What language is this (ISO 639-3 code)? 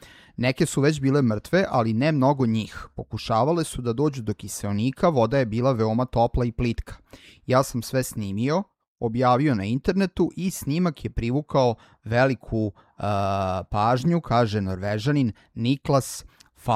srp